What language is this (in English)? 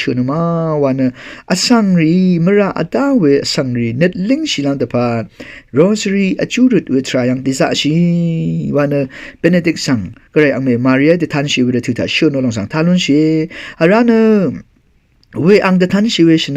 Rawang